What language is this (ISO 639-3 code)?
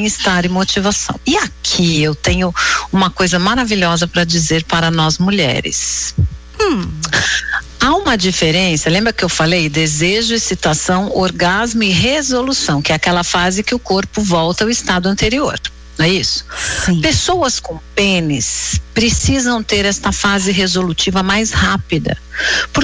por